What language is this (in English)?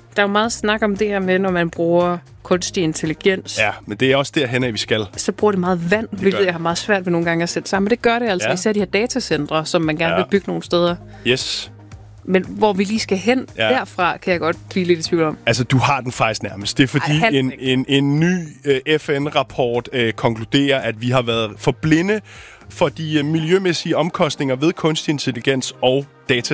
Danish